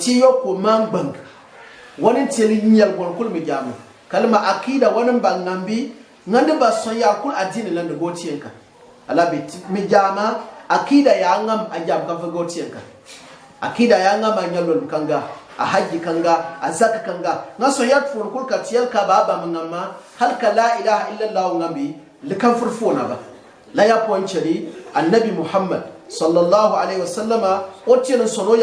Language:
Gourmanchéma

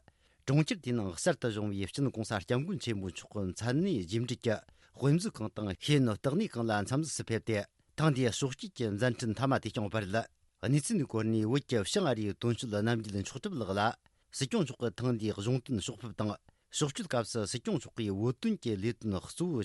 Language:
Tibetan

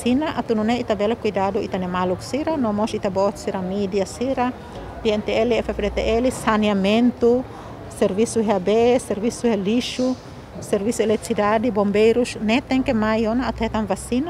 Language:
Tetum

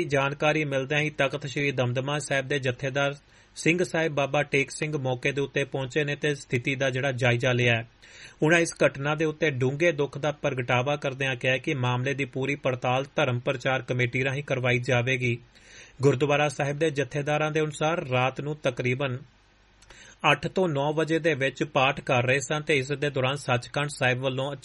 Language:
Punjabi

